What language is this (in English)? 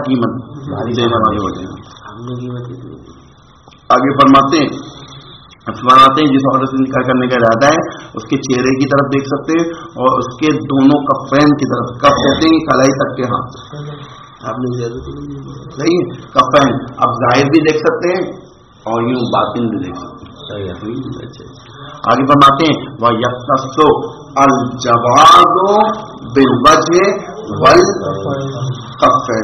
Urdu